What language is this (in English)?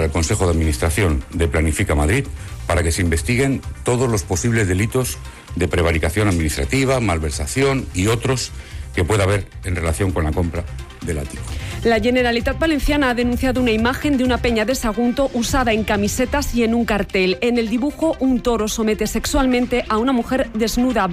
Spanish